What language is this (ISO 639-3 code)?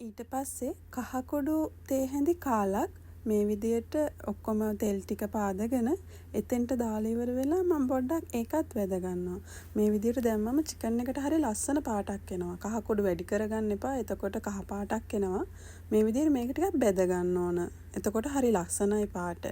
sin